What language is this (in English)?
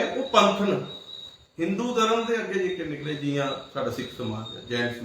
Dogri